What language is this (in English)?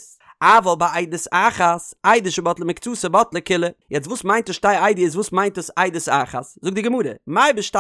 Yiddish